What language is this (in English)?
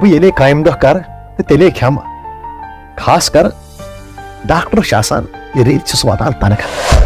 Kashmiri